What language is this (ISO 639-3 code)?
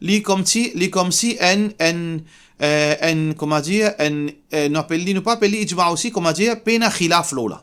mfe